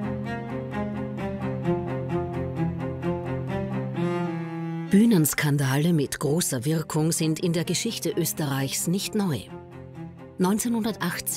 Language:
German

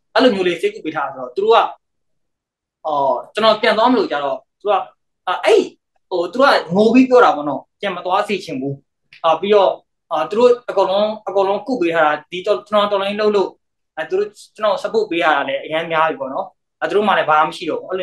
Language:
Burmese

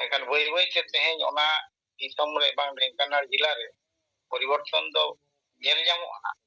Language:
Santali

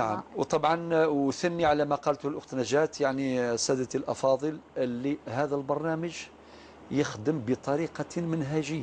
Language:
Algerian Arabic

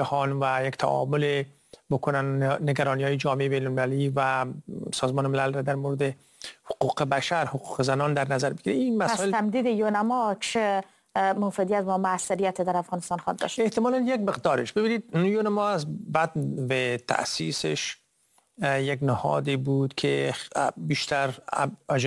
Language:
Persian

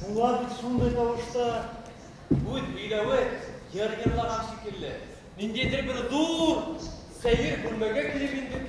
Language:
Bashkir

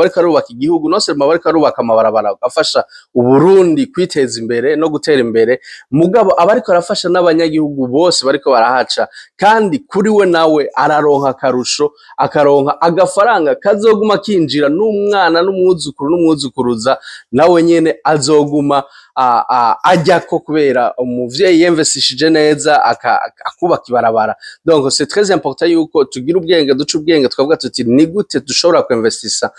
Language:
Rundi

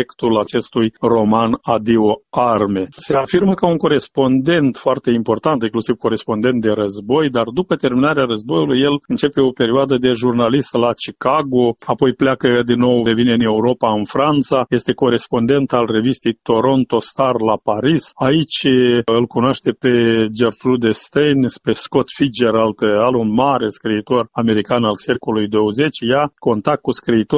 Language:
Romanian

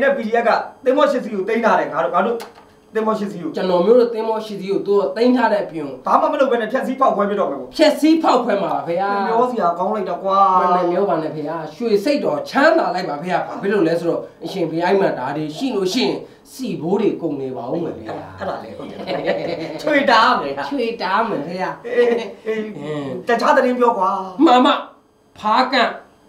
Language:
Burmese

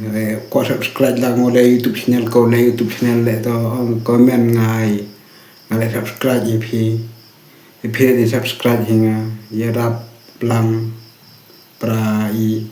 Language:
Khasi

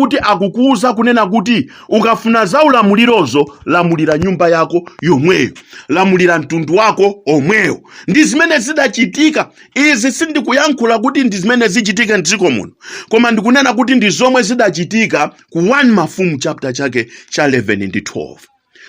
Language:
Nyanja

